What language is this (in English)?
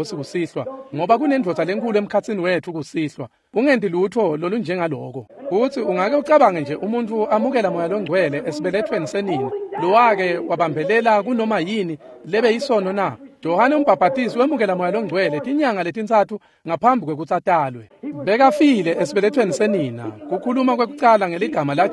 Swati